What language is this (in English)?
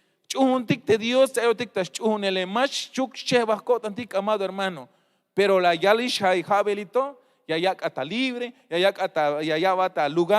Tzeltal